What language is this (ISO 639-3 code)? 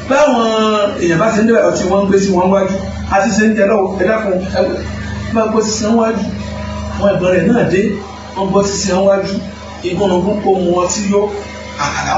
yor